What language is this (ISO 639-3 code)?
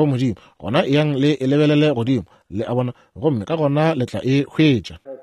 nso